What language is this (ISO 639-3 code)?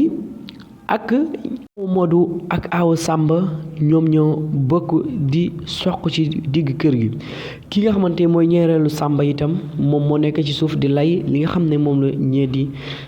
wol